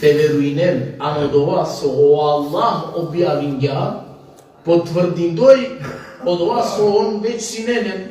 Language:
Balkan Romani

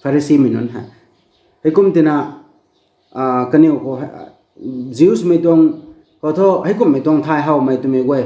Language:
Rongmei Naga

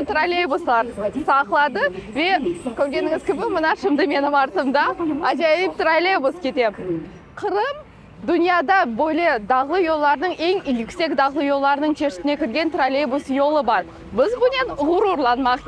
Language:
Crimean Tatar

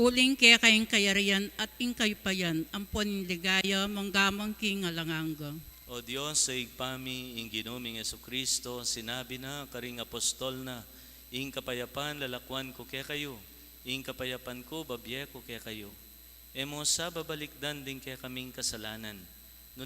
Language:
Pampanga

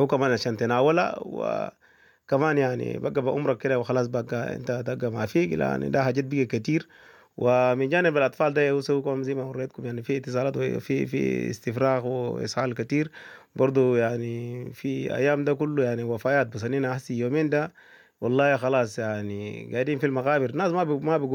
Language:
Sudanese Arabic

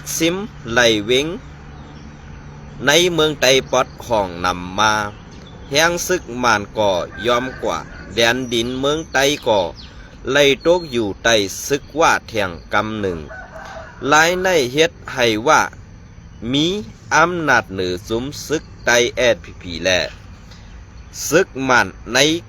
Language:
Shan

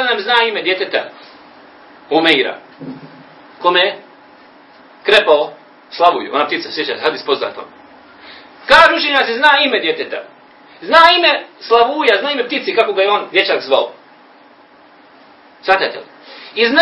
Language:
Bosnian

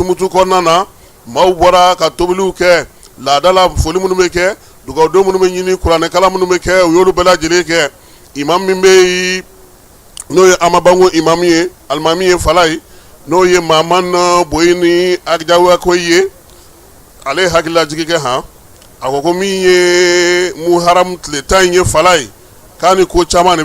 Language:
Bambara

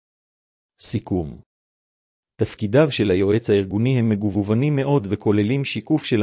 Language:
Hebrew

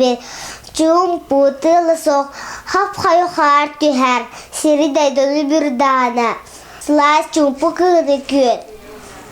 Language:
Yakut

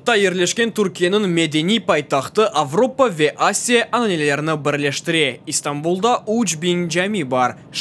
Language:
Crimean Tatar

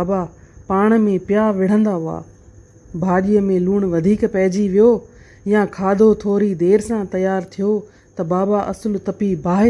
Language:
Sindhi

